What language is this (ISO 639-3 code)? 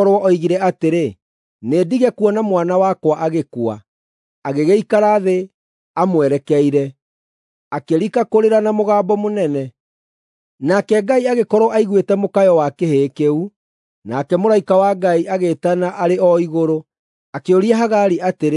kik